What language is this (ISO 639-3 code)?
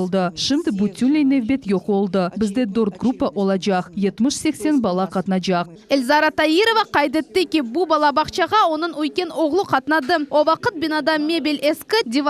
crh